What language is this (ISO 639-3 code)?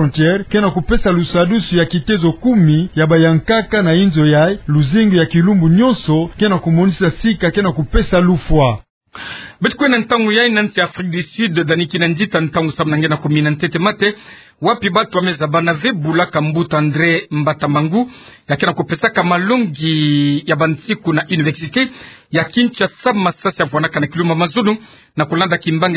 ktu